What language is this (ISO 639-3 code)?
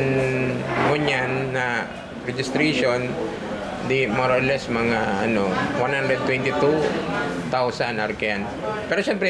bik